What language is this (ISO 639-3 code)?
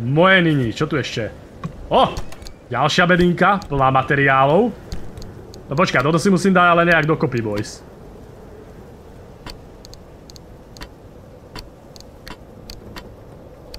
slk